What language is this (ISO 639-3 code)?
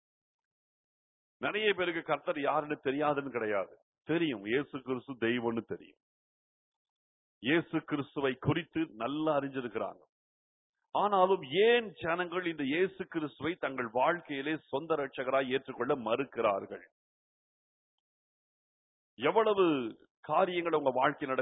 tam